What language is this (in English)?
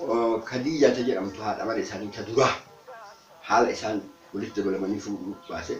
Oromo